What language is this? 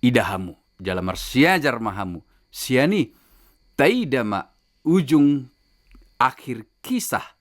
Batak Toba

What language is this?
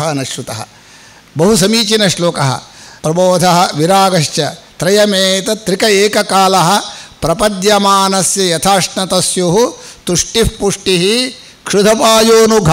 Sanskrit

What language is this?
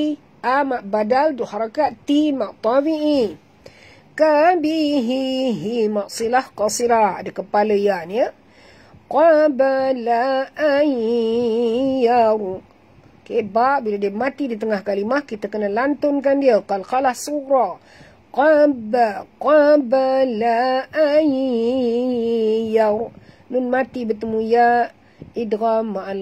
Malay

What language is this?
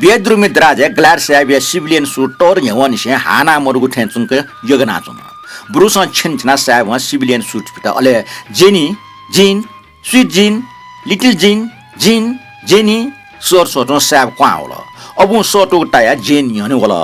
Newari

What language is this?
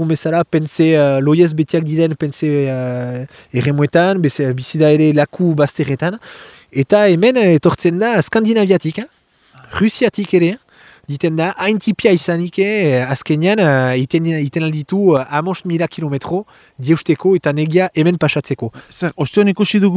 Basque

